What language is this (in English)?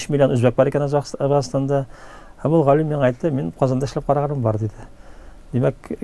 Tatar